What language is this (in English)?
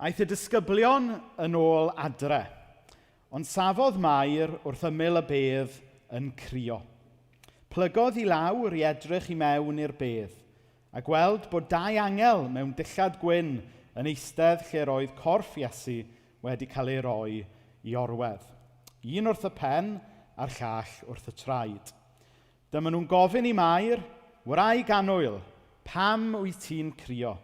Welsh